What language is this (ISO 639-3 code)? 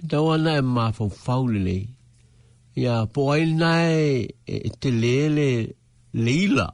smo